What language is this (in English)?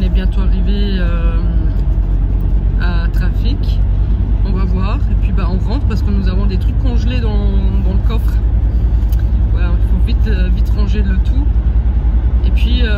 French